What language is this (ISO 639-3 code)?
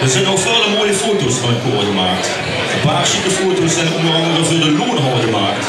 lim